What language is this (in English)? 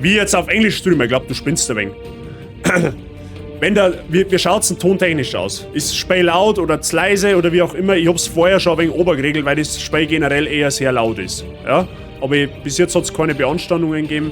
Bavarian